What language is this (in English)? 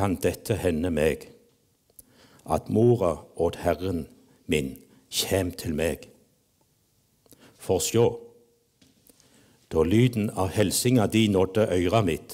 Norwegian